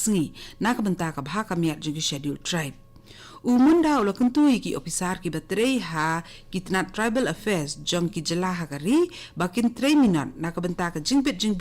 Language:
Khasi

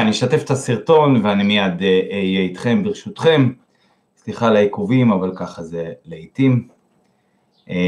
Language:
Hebrew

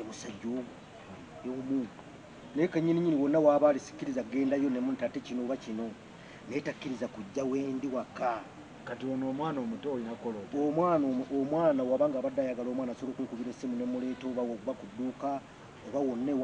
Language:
Ganda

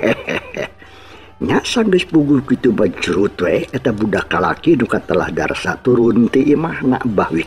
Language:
Sundanese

